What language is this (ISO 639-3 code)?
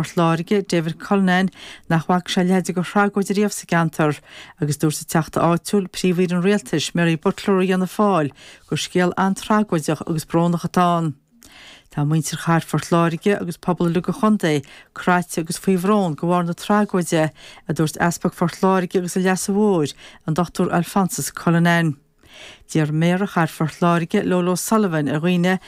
gle